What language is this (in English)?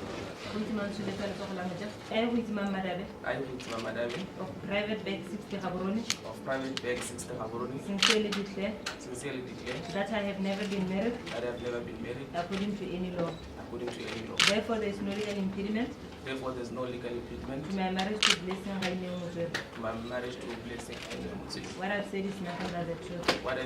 Tswana